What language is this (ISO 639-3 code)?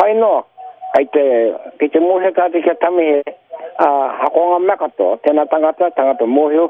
mri